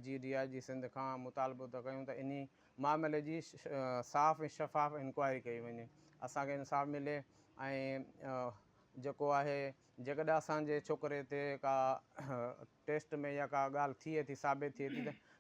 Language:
Sindhi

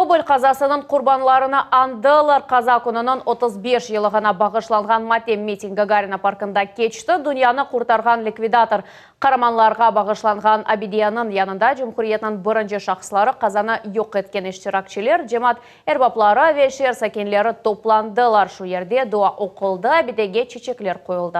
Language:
Crimean Tatar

